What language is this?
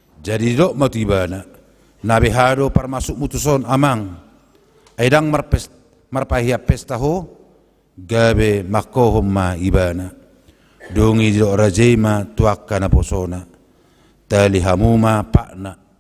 Batak Toba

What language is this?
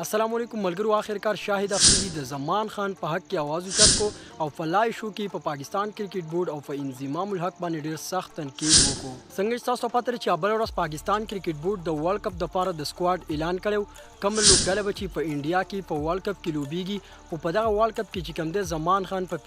Pashto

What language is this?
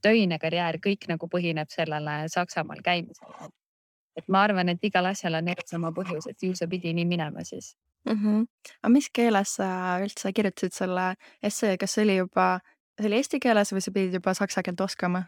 Estonian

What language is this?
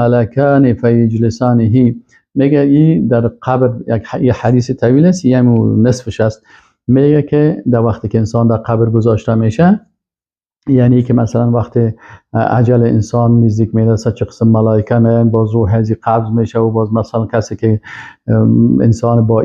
Persian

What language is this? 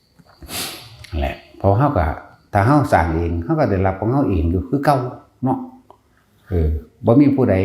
Northeastern Thai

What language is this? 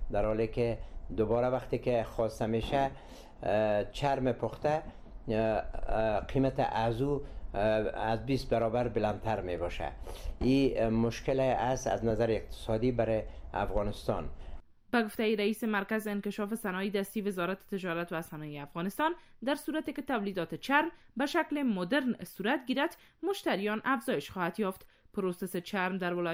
Persian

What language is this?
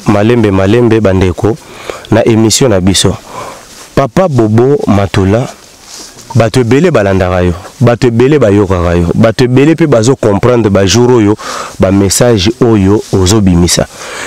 Lingala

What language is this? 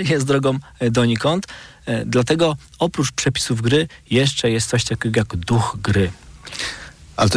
Polish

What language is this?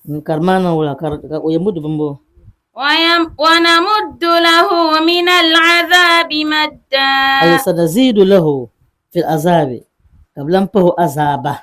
Dagbani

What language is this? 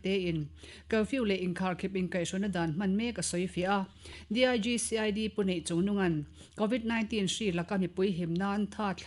Mizo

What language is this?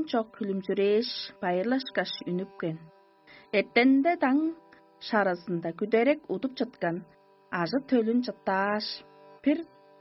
Tuvinian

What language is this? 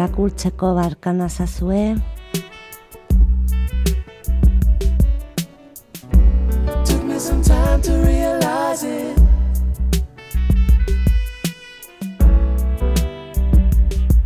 Basque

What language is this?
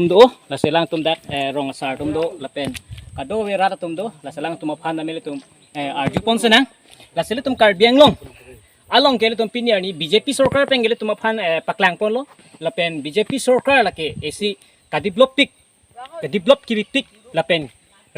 Karbi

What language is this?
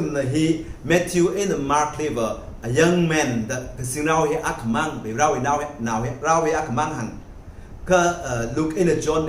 Tangkhul Naga (India)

